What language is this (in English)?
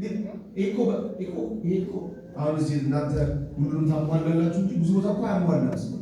Amharic